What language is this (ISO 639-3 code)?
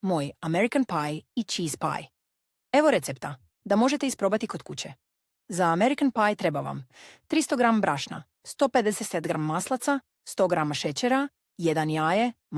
mkd